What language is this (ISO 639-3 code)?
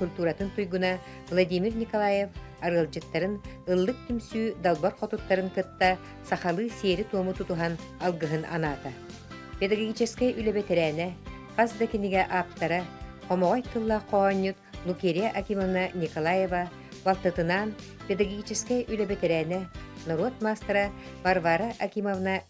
sah